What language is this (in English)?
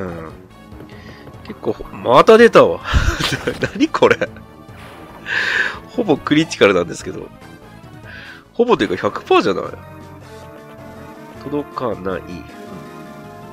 Japanese